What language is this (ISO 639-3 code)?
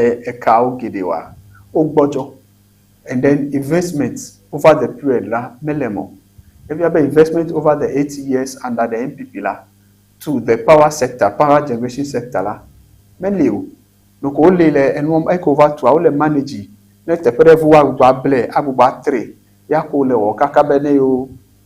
ewe